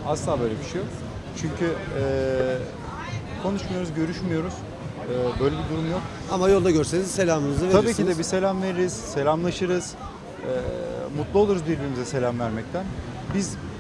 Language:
Turkish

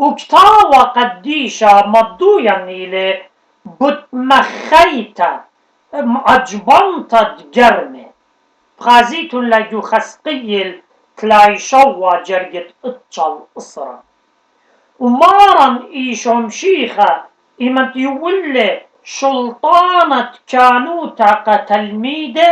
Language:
Assyrian Neo-Aramaic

